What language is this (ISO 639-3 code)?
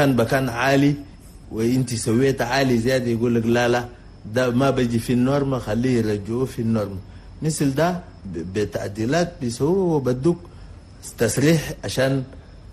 shu